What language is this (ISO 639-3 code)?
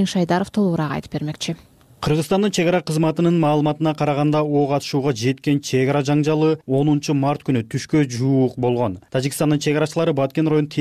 kir